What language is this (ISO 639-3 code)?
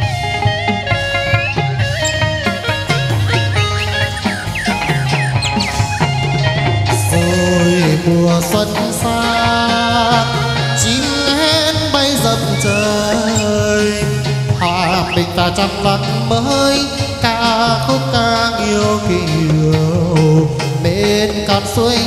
vie